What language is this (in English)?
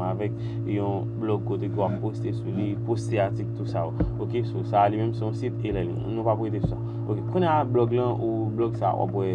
Haitian Creole